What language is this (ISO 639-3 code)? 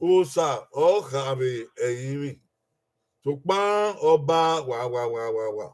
bin